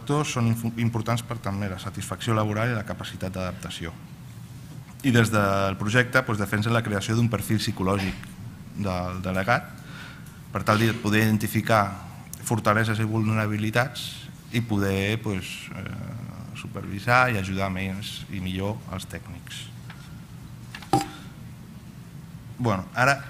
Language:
Catalan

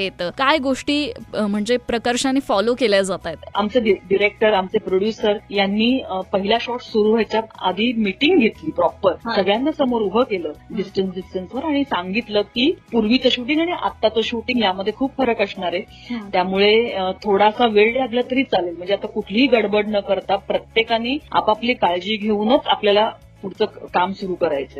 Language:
Marathi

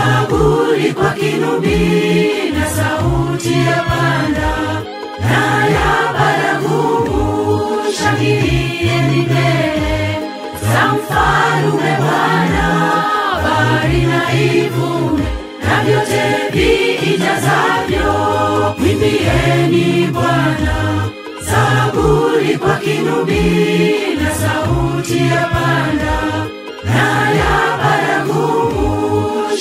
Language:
Gusii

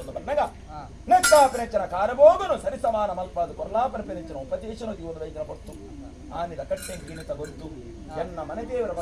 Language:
Tulu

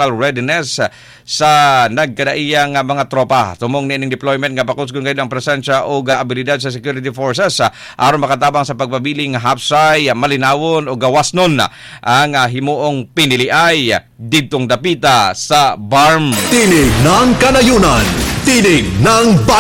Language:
Cebuano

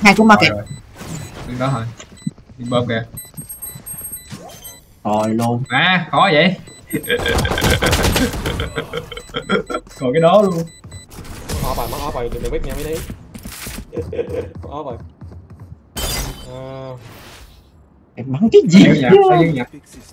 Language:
Vietnamese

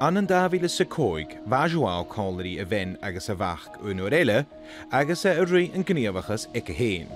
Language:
Scottish Gaelic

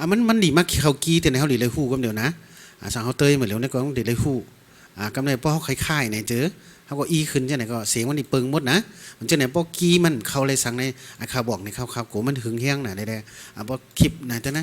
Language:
Shan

